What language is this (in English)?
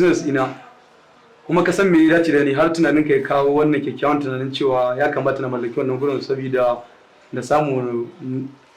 Hausa